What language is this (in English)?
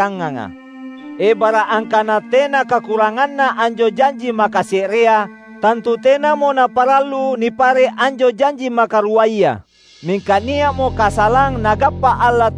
Makasar